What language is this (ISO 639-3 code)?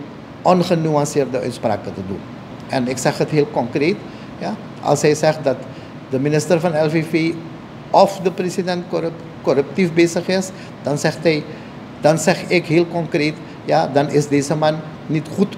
nld